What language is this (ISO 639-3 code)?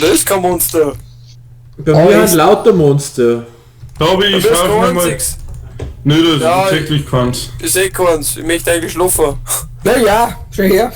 bar